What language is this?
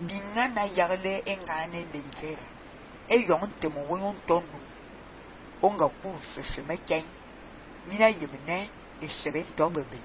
Fang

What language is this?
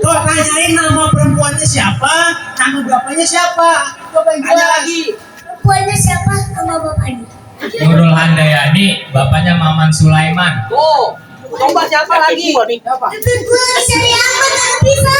Betawi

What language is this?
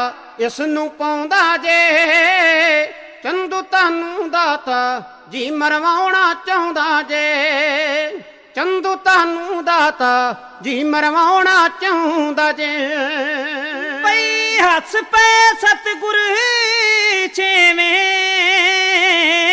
Punjabi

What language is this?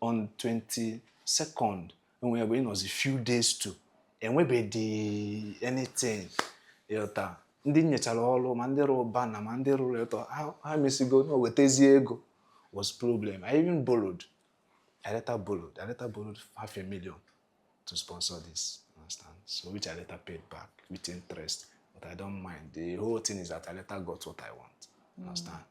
Igbo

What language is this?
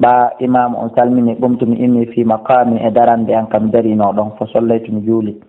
Fula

